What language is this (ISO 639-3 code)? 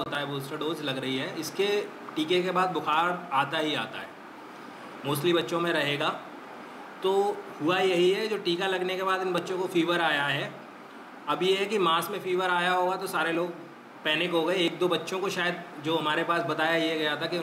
hin